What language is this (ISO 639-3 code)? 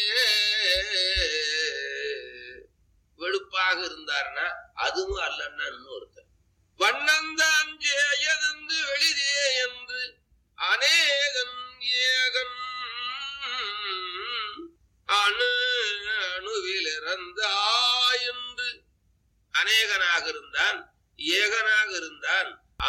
tam